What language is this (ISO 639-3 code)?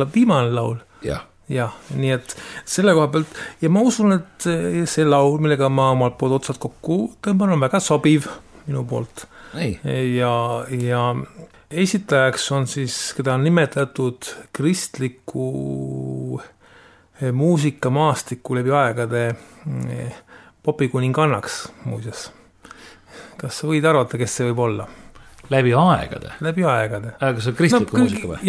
est